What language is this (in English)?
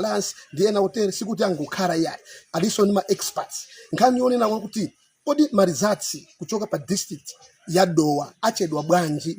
Nyanja